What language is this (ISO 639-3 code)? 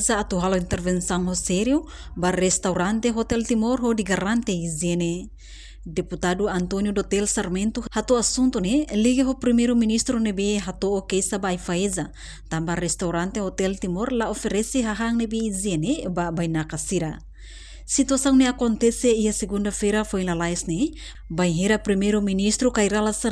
tet